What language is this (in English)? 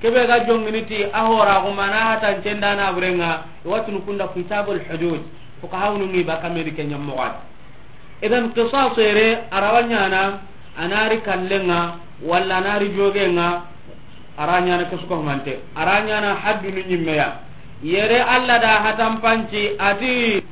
Soninke